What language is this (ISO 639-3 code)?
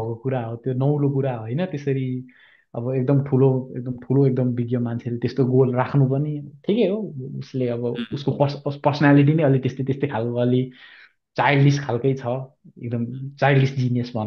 nep